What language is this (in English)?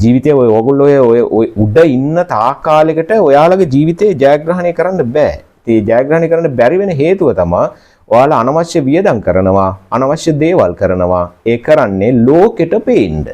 Sinhala